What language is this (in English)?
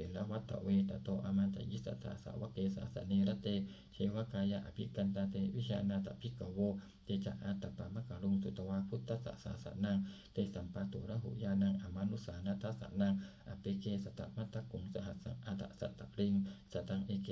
Pali